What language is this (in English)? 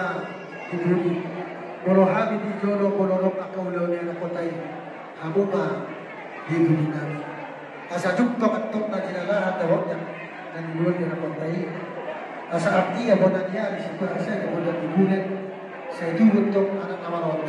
Batak Toba